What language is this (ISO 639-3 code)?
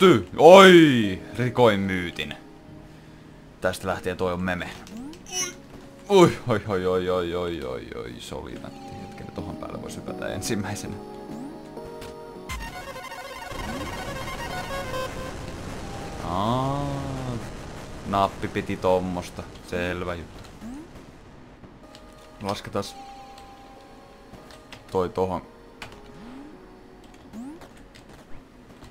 fin